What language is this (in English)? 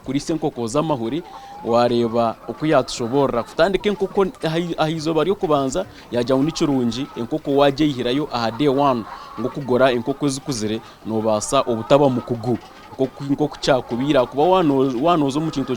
Nyankole